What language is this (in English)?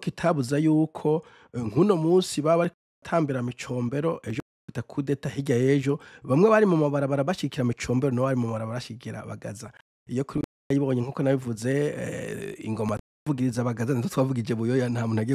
Rundi